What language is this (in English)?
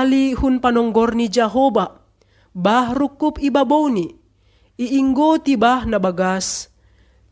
Batak Simalungun